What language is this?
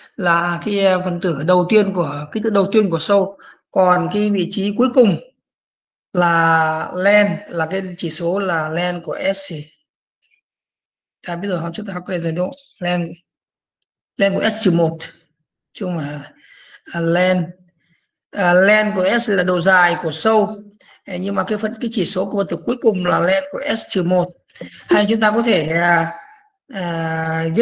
Vietnamese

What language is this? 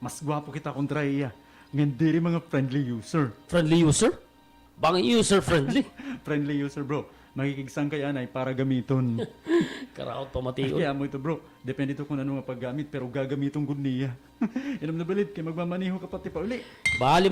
Waray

